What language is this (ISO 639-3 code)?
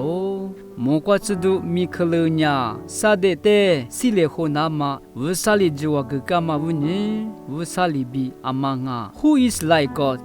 lis